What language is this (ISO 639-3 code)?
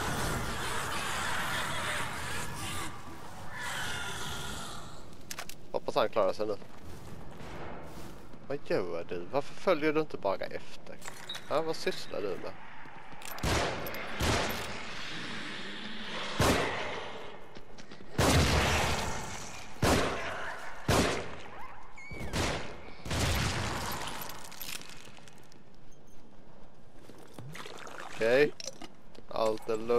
swe